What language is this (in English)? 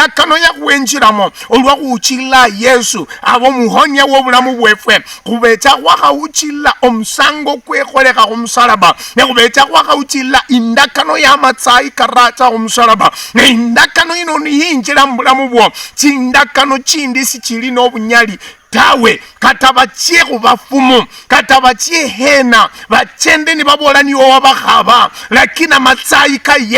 Luyia